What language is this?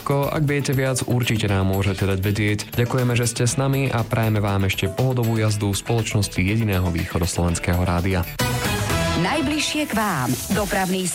Slovak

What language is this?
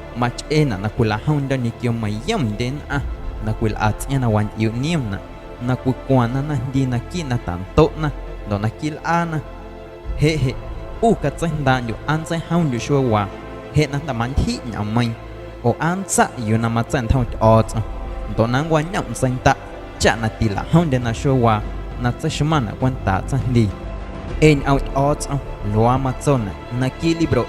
Guerrero Amuzgo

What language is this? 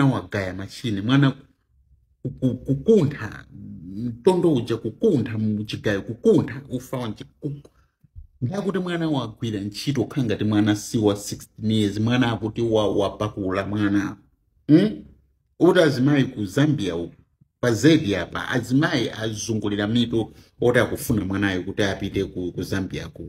Nyanja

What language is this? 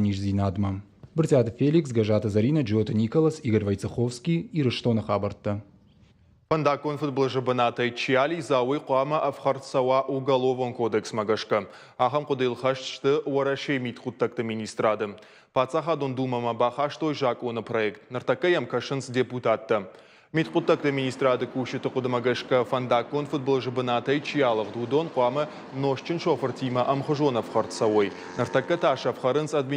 Ossetic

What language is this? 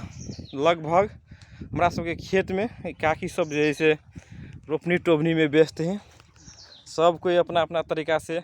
Magahi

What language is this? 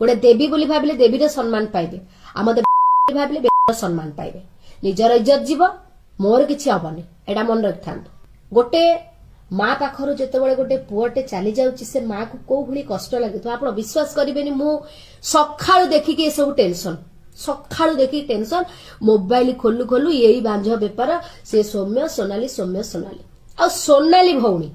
Odia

